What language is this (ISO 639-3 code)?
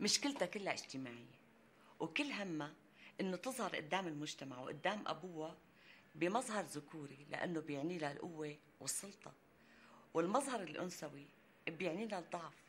apc